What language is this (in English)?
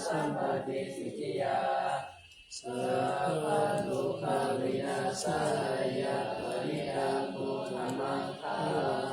Pali